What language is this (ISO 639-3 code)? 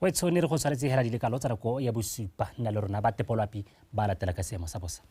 tsn